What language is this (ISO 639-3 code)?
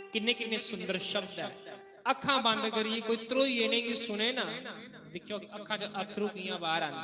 doi